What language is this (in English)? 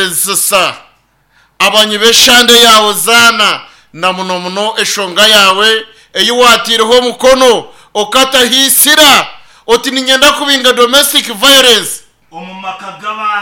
Nyankole